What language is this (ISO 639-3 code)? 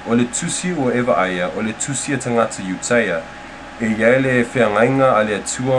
smo